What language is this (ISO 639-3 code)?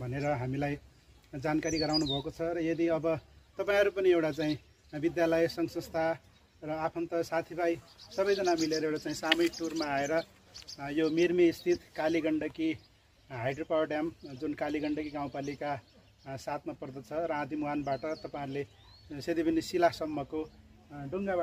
nep